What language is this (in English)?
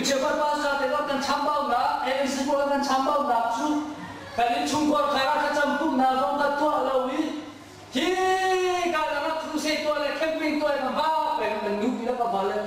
Hakha Chin